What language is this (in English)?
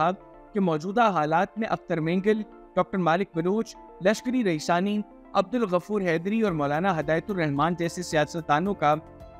Urdu